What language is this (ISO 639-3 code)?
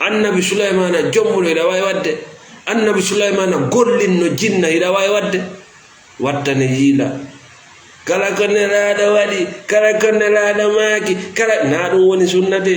ful